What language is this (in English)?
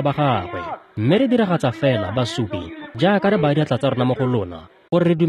Tswana